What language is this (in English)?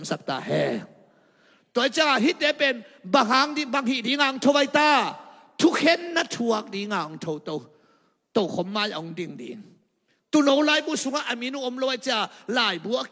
Tedim Chin